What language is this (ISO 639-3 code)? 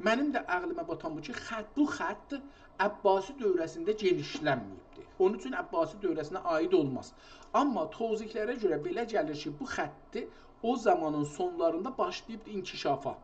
azb